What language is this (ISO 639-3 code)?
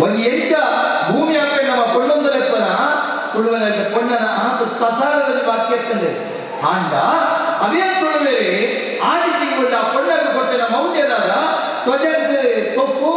tcy